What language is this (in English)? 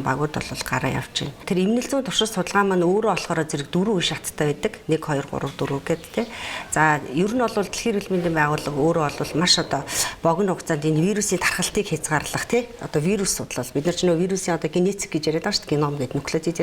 Mongolian